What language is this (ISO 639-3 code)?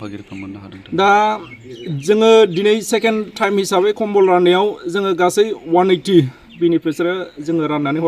brx